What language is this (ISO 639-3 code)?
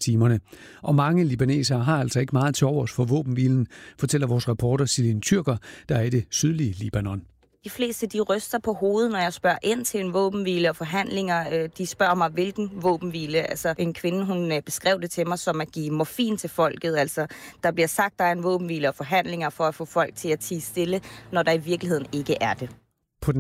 dan